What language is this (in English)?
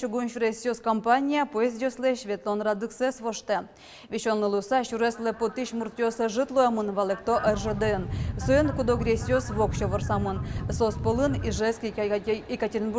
Udmurt